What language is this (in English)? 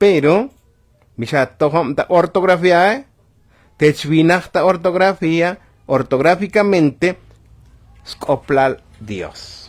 Tzotzil